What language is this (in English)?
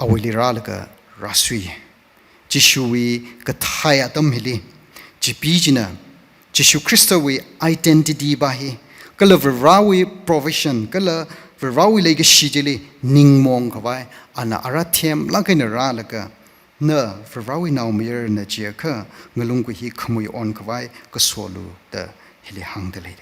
Tangkhul Naga (India)